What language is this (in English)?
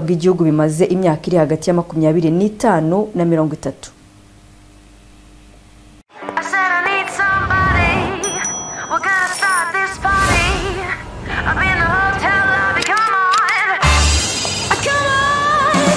Kinyarwanda